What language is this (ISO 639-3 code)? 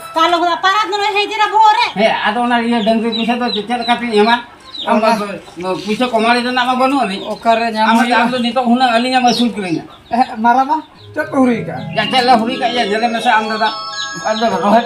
sat